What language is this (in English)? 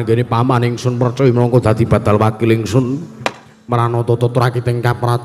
Javanese